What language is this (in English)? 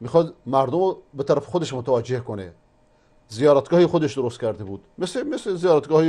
Persian